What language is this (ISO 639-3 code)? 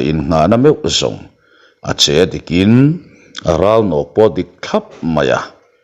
lus